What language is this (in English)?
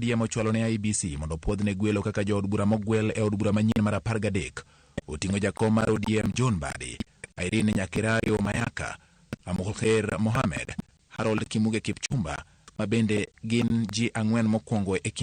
Luo (Kenya and Tanzania)